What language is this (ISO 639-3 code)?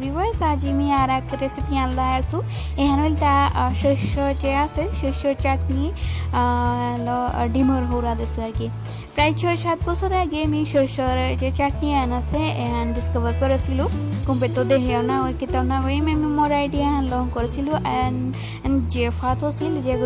bpy